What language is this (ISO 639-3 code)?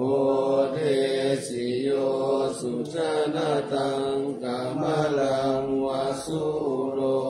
pli